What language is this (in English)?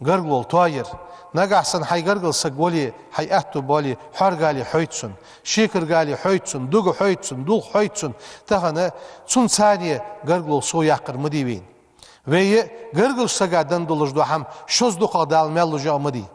Ingush